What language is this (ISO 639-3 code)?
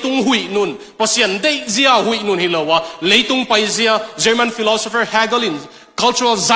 ctd